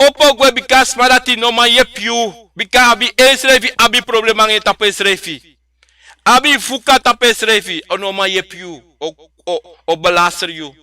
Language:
Sranan Tongo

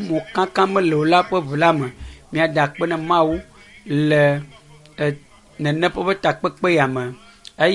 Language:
Ewe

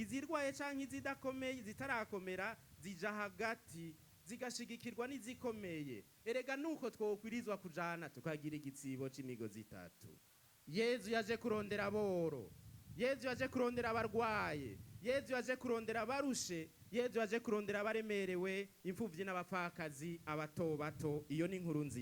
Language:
Rundi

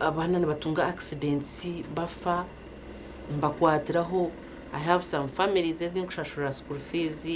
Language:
Nyankole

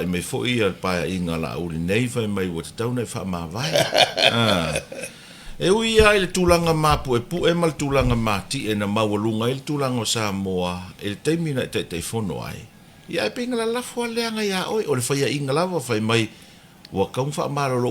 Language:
Samoan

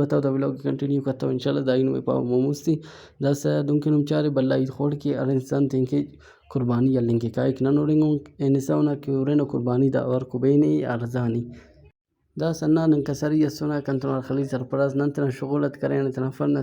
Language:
Brahui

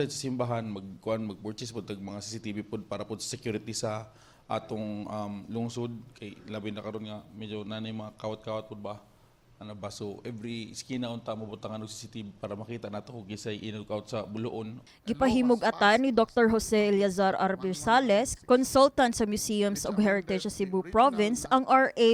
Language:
Cebuano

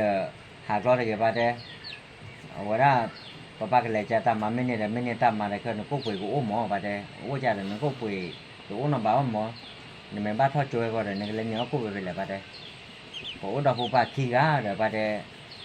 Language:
S'gaw Karen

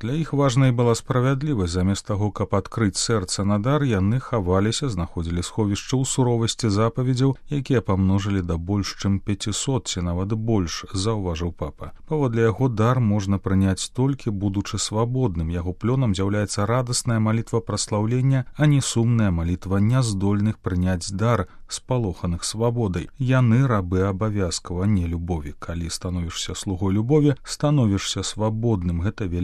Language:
Belarusian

